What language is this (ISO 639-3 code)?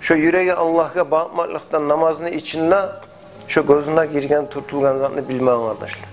kum